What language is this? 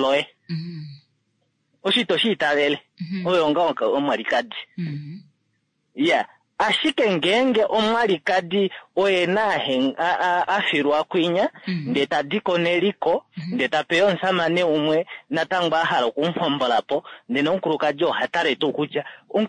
Kuanyama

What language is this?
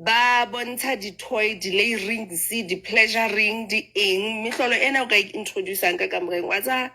Southern Sotho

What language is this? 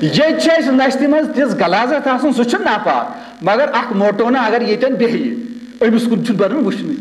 Kashmiri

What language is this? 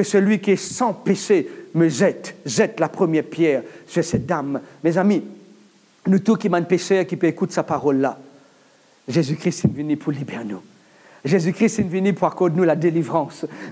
Morisyen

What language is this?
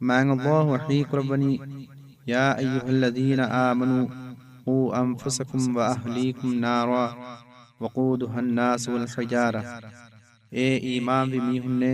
Divehi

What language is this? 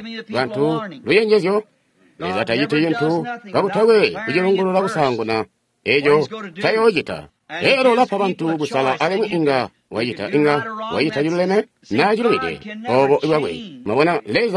Tonga (Zambia)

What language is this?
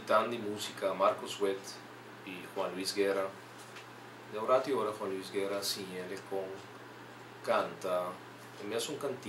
Papiamento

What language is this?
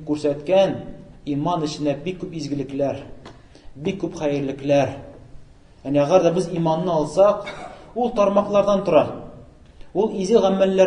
Tatar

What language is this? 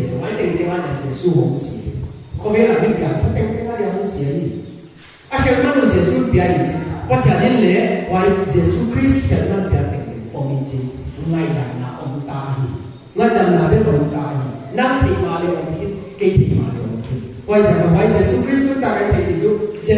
Paite Chin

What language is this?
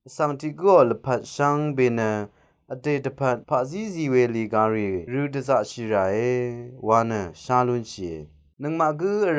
Rawang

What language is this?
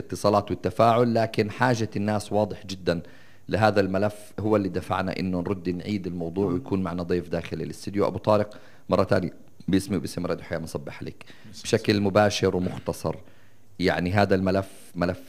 North Levantine Arabic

